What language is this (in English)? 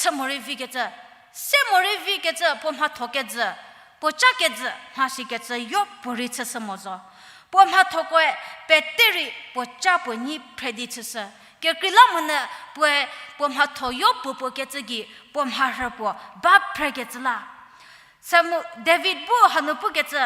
Angami Naga